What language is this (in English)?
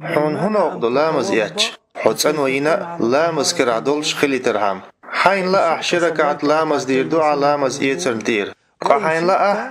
Chechen